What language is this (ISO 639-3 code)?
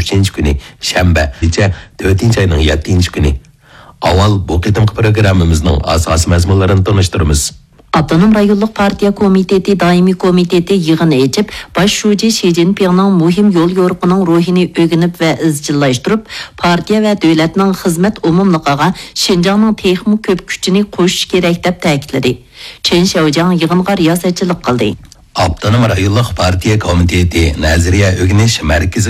uig